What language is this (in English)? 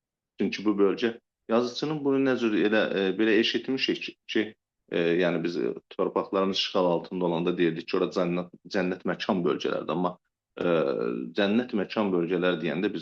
Azerbaijani